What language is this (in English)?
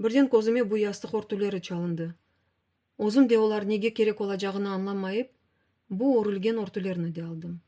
Crimean Tatar